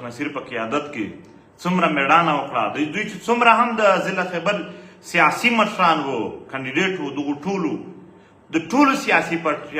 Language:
Pashto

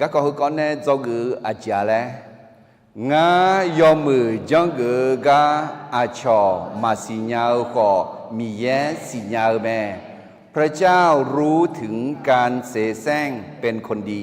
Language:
Akha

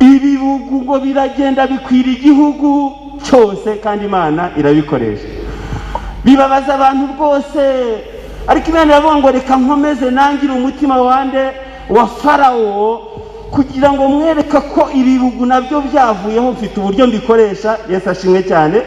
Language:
Kinyarwanda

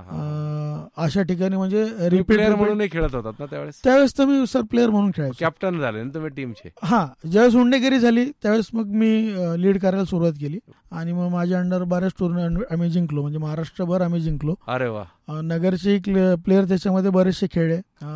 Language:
Marathi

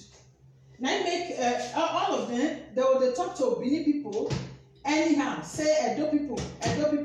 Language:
Nigerian Pidgin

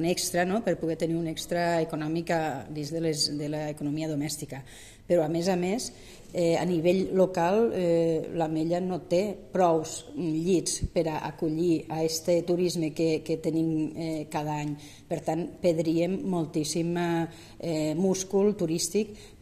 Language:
Catalan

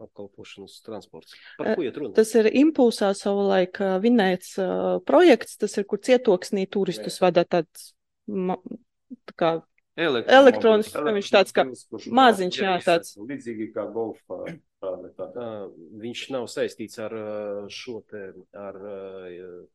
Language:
Latvian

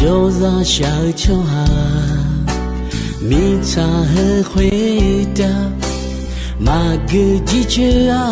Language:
Akha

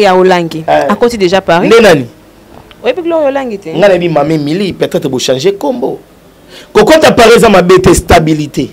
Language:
Lingala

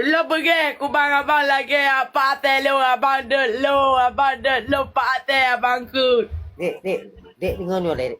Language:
Achinese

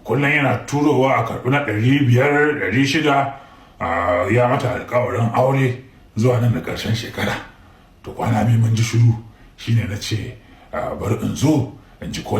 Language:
Hausa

